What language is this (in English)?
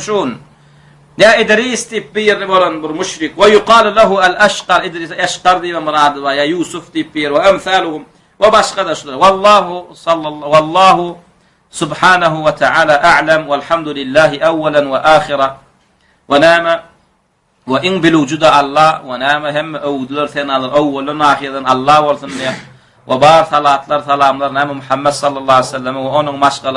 Turkmen